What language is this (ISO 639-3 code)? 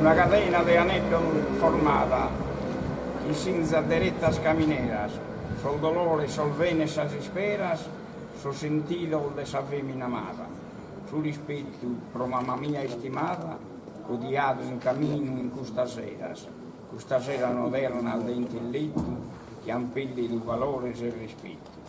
srd